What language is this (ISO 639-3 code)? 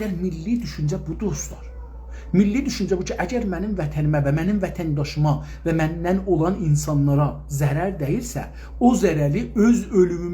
azb